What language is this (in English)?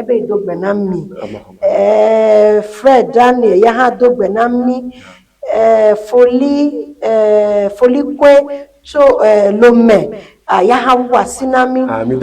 Ewe